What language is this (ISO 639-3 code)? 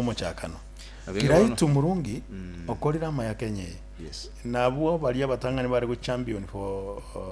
guz